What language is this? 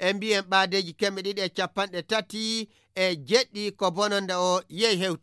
Fula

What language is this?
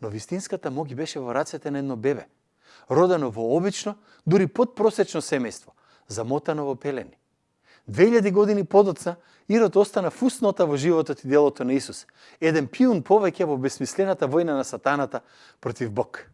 Macedonian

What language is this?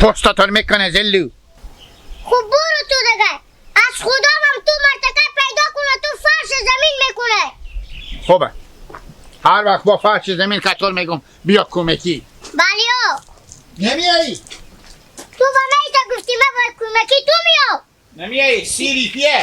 Hazaragi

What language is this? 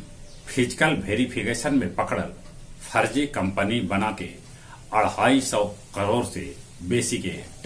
Magahi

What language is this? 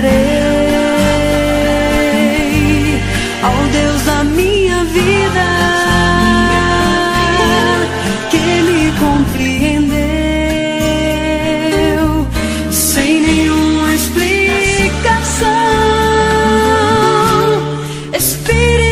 Portuguese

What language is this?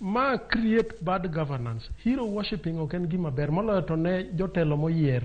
Luo (Kenya and Tanzania)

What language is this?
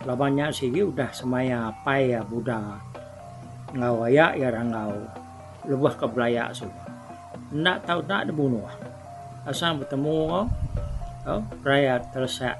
Iban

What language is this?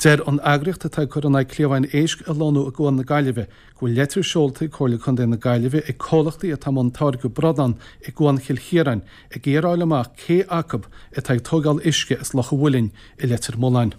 Irish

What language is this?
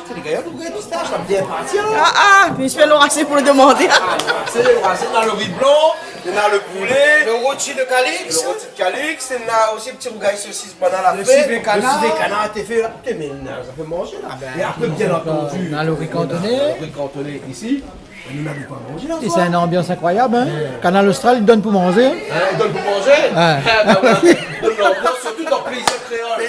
Réunion Creole French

